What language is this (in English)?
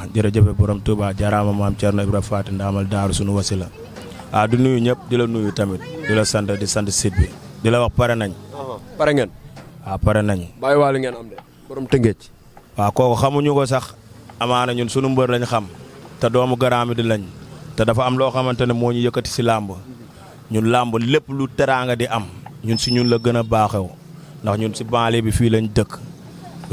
Wolof